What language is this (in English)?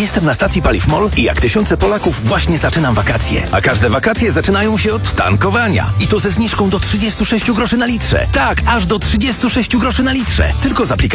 Polish